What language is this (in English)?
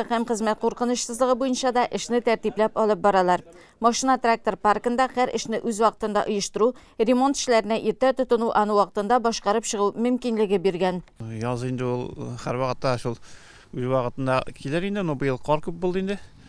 Tatar